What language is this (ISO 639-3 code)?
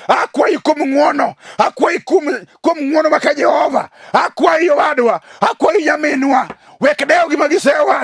luo